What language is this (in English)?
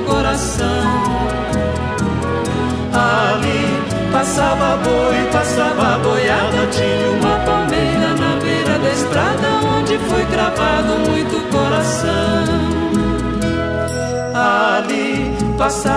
Portuguese